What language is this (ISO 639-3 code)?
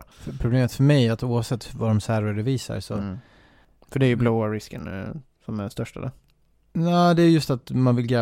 swe